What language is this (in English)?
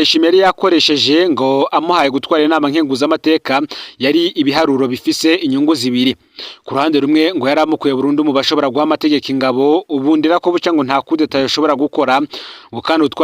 Rundi